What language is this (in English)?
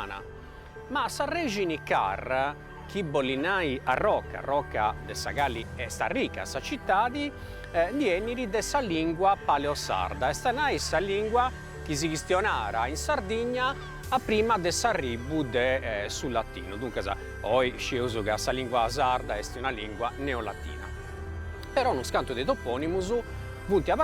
Sardinian